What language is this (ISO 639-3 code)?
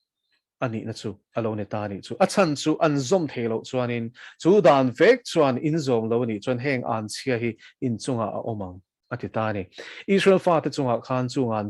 lus